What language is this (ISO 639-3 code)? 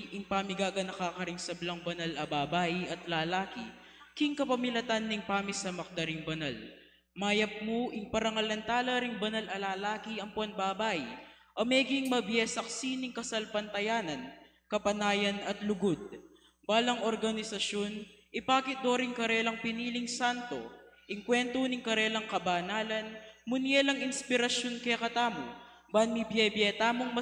pam